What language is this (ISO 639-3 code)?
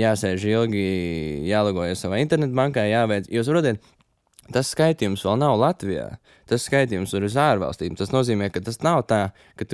lav